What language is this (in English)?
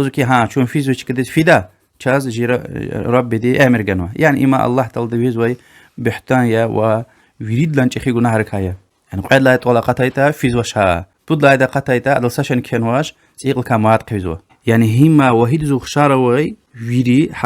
Lezghian